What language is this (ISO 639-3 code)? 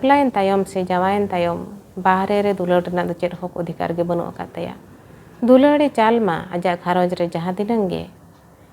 sat